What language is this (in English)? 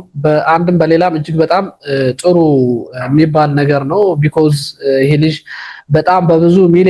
Amharic